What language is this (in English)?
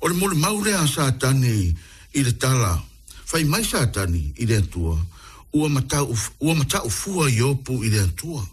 Samoan